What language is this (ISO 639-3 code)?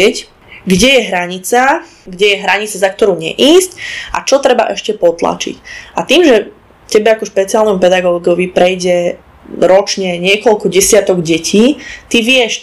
slk